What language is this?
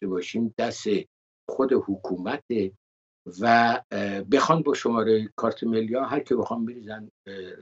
Persian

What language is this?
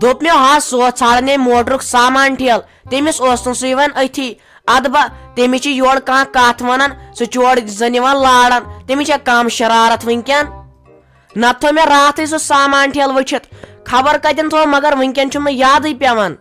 Kashmiri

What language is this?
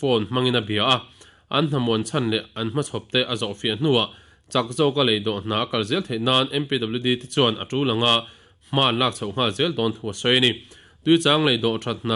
Mizo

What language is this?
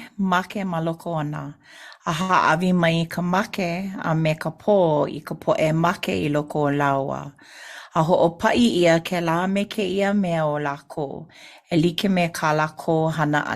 Hawaiian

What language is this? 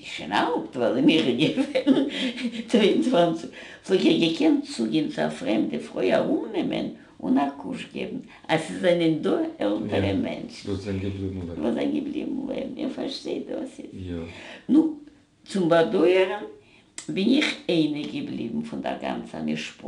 Yiddish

